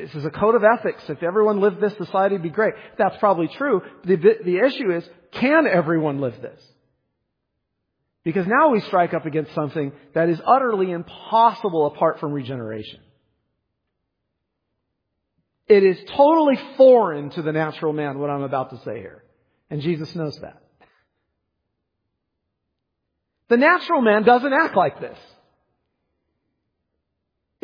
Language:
English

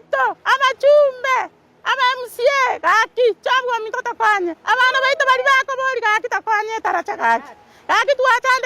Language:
Gusii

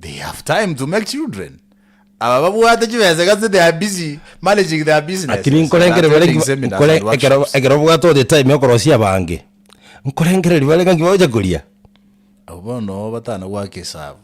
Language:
Gusii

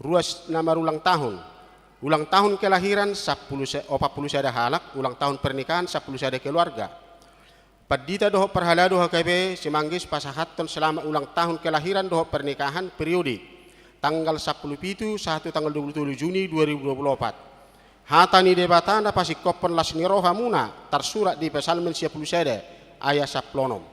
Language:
Batak Toba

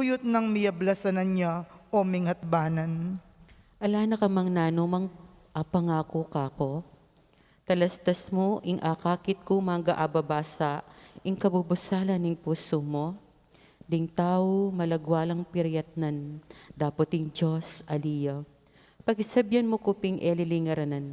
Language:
Pampanga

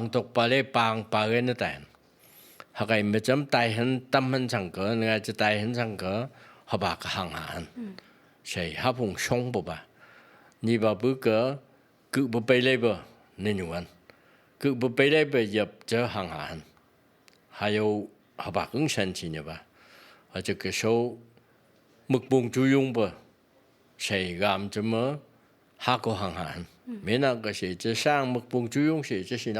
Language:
Phom Naga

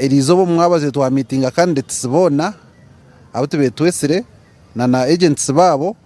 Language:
Nyankole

